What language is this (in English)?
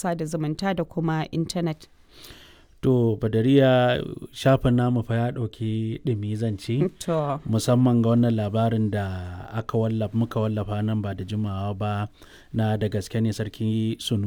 Hausa